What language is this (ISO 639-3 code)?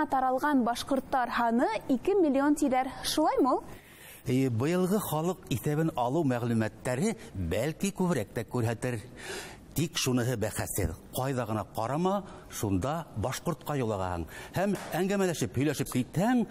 bak